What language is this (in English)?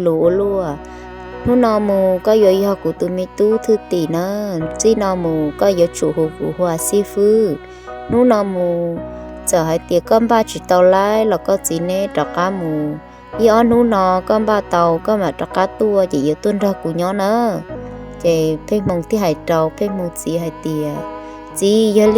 Hmong